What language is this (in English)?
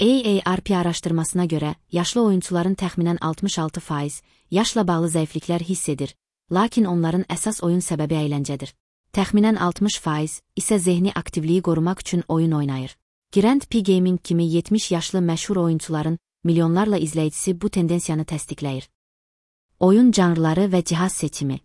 Azerbaijani